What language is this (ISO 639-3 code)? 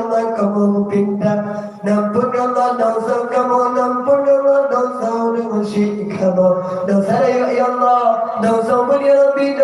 ace